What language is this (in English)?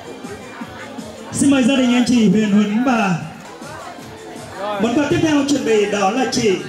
Vietnamese